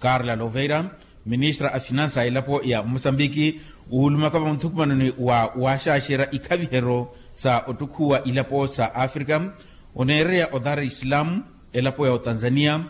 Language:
Makhuwa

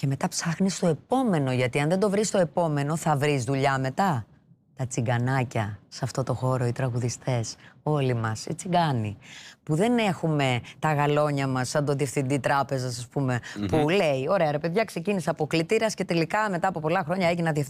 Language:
Greek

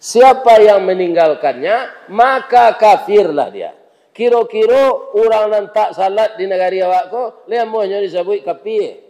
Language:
Minangkabau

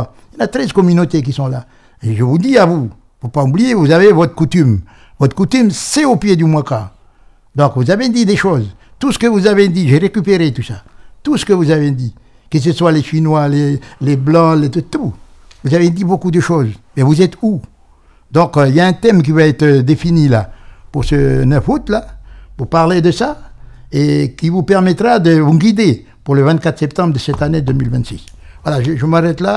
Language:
French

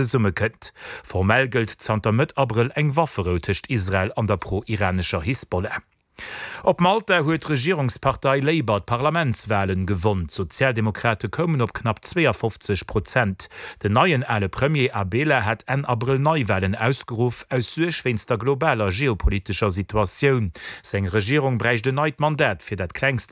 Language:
Luxembourgish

